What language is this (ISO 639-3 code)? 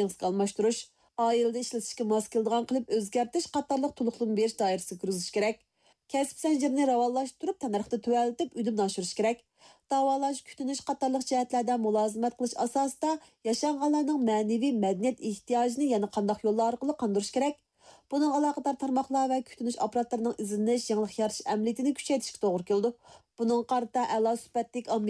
uig